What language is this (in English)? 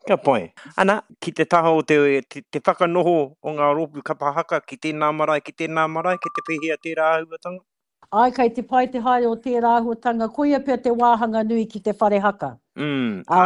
Māori